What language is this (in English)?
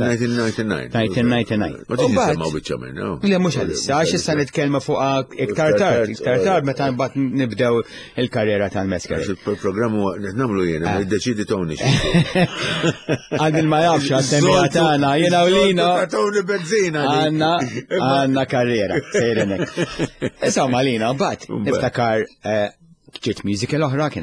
Maltese